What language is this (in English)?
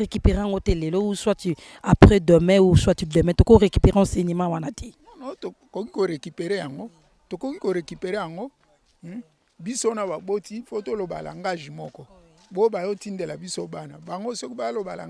Lingala